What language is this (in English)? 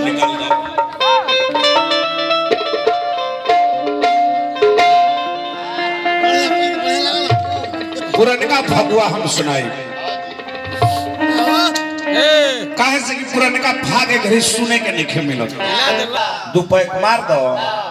Bhojpuri